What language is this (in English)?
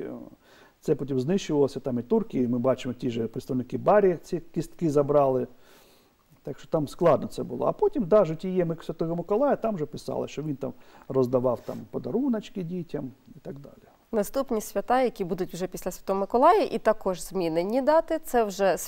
Ukrainian